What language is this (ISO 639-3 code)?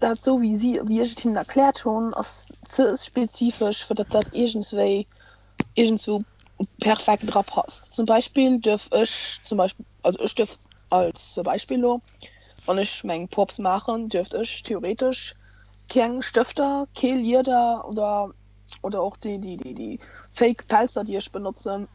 ltz